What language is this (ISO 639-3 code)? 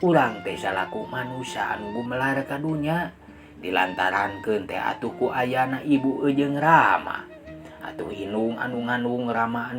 sun